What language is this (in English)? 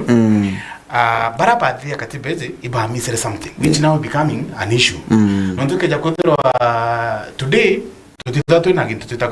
Meru